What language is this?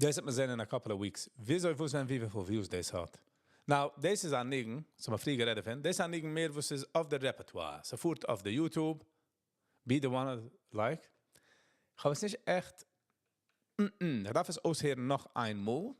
Yiddish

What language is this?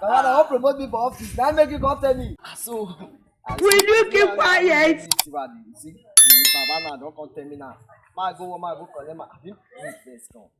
Nigerian Pidgin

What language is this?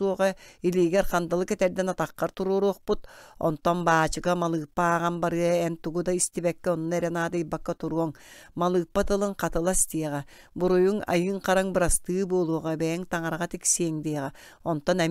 Yakut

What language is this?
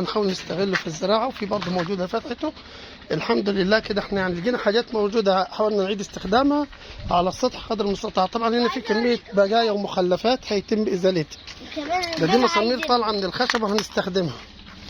Egyptian Arabic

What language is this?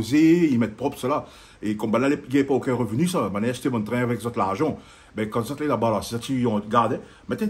Réunion Creole French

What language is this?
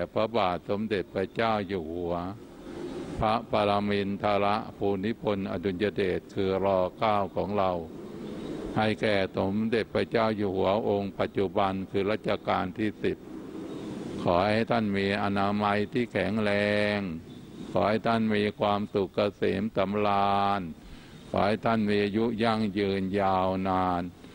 Thai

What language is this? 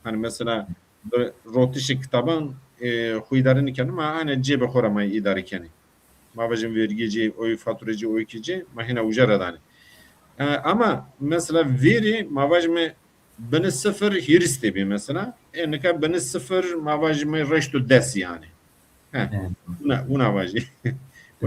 Zaza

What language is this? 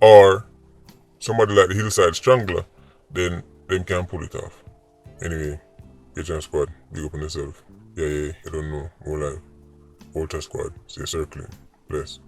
Jamaican Creole English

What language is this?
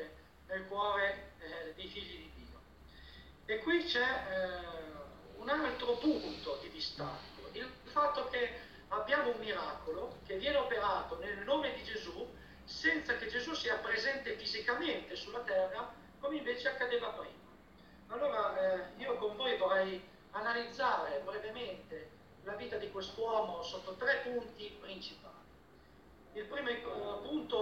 Italian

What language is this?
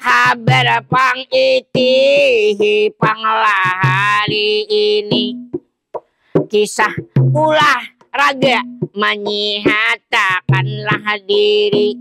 Banjar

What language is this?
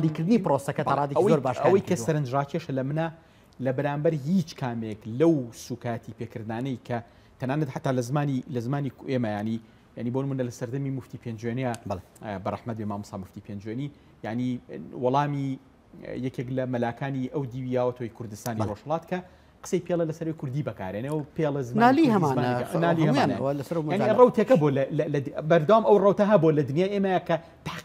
Central Kurdish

